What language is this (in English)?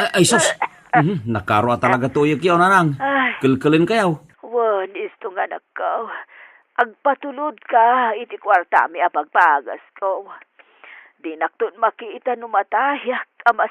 Iloko